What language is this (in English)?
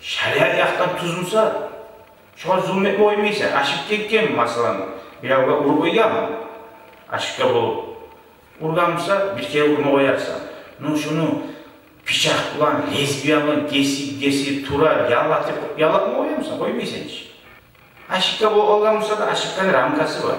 Kumyk